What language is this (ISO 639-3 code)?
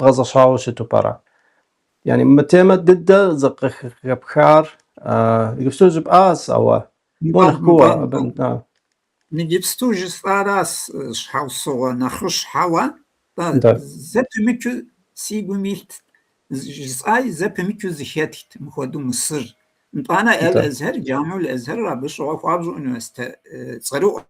kbd